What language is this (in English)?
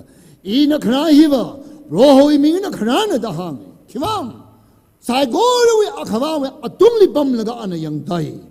Tangkhul Naga (India)